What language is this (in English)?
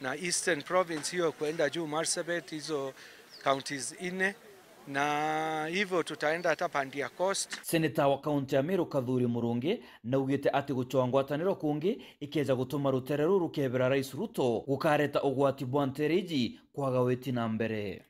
Meru